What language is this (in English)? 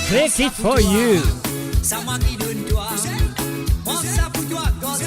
Morisyen